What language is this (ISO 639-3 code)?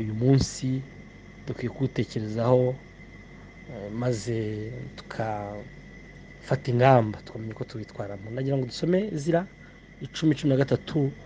kin